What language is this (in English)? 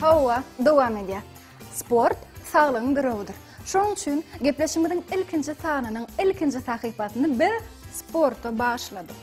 Turkmen